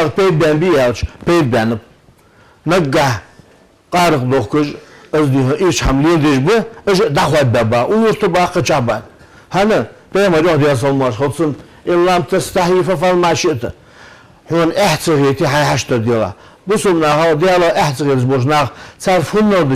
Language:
Ingush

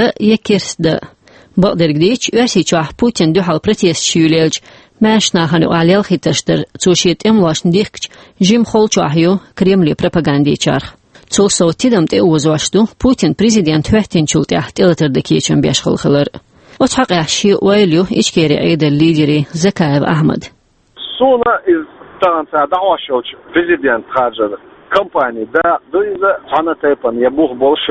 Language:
Chechen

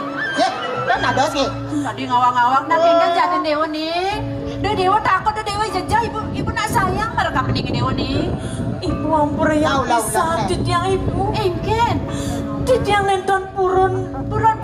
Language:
Balinese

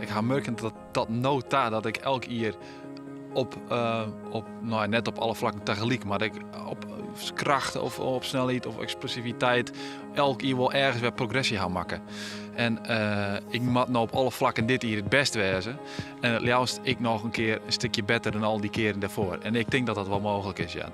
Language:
Western Frisian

